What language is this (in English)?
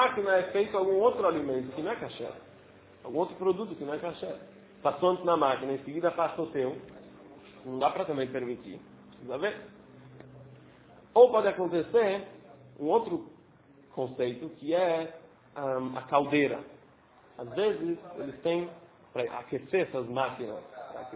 Portuguese